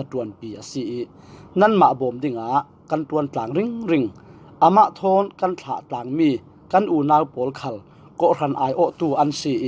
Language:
Falam Chin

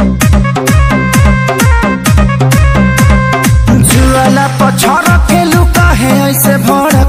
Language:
Bhojpuri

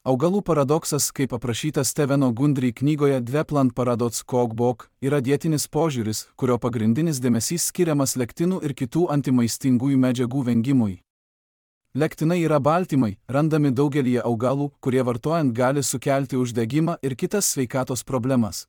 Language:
Lithuanian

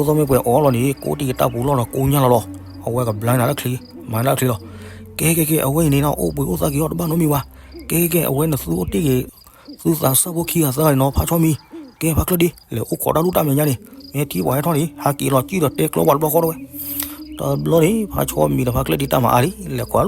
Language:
S'gaw Karen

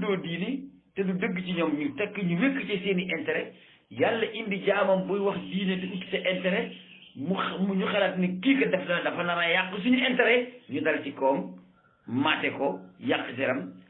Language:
Wolof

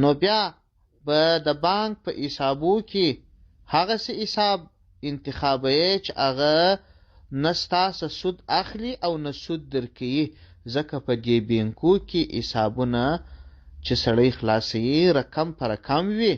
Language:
Pashto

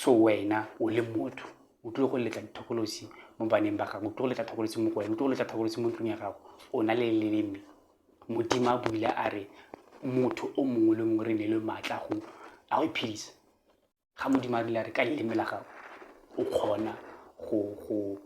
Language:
Tswana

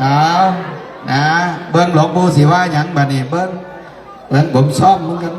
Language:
Northeastern Thai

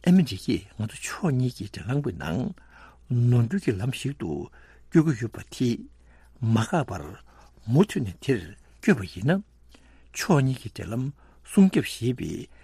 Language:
Tibetan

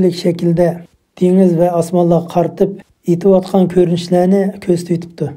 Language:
Uyghur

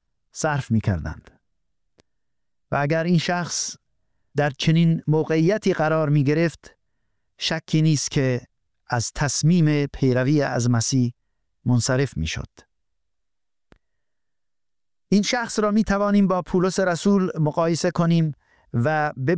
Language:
Persian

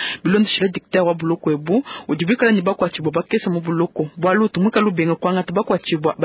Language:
Luba-Lulua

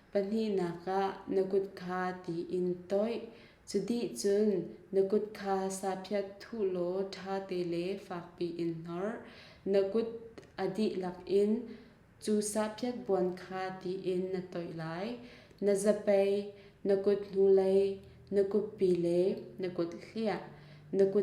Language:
Hakha Chin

